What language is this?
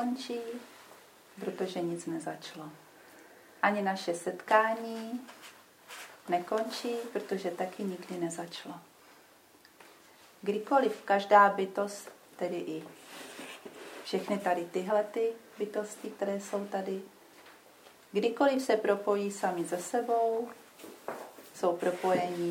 Czech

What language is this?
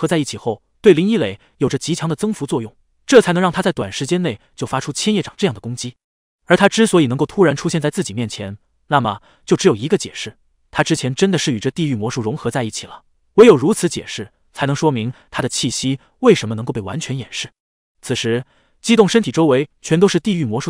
Chinese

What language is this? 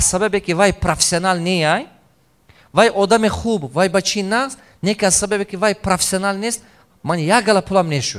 Tajik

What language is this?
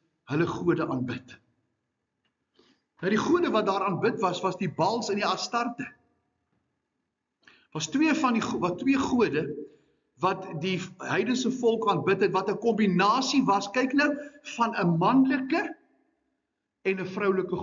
Afrikaans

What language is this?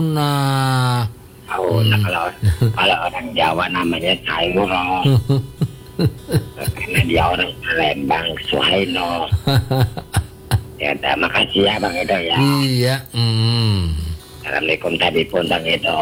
Indonesian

